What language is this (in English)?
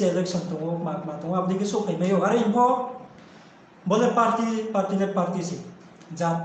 Riang (India)